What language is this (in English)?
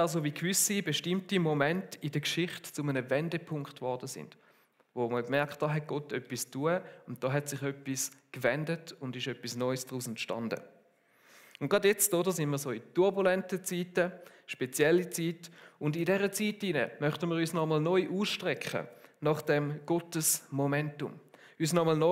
Swiss German